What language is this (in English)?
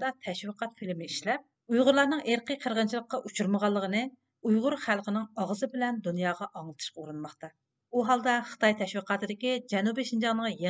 Uyghur